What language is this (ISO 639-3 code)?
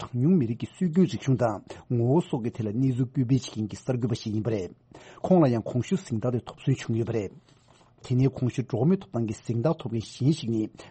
bod